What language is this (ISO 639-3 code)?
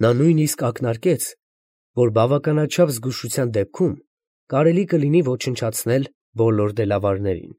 hye